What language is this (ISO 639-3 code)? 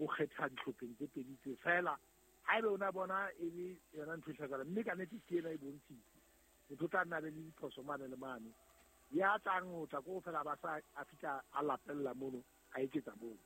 sot